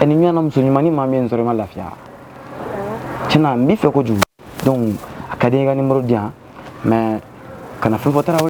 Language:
Bambara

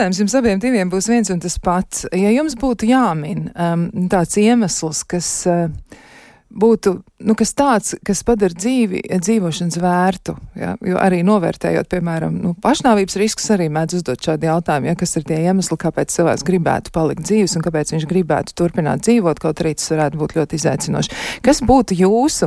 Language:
Latvian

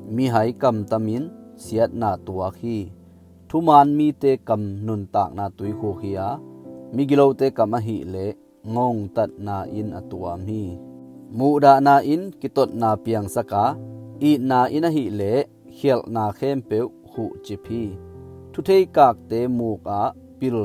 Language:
Tedim Chin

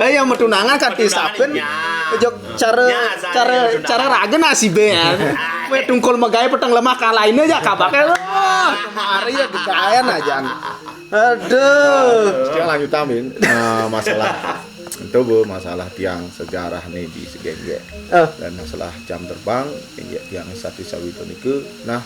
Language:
Balinese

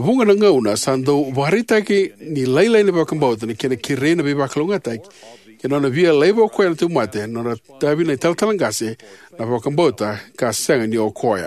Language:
Fijian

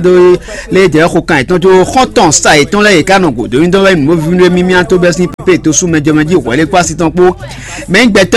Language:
Fon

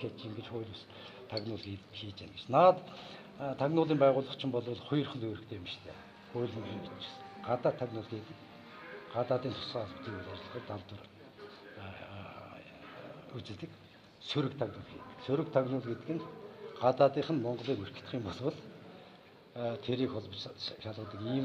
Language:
Mongolian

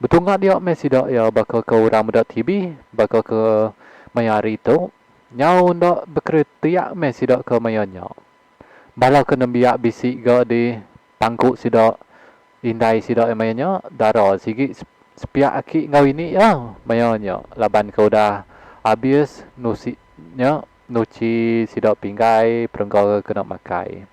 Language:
Iban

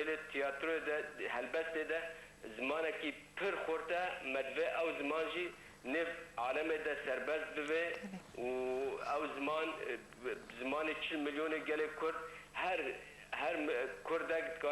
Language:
Kurdish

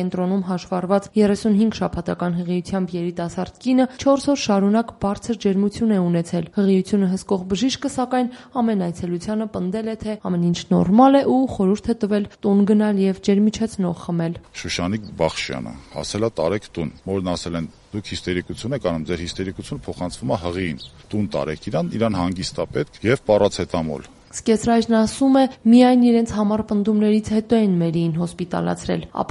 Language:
Armenian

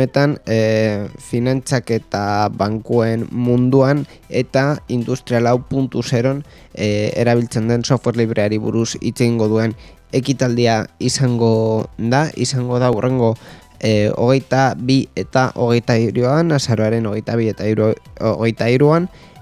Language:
Basque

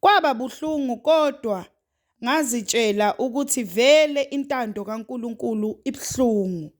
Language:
Zulu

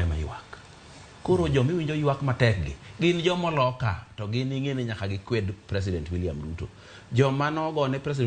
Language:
Luo (Kenya and Tanzania)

